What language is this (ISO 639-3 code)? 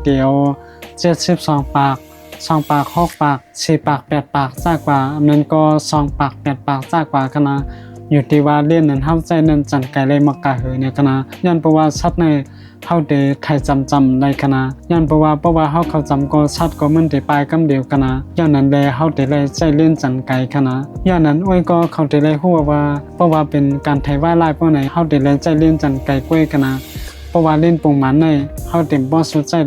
shn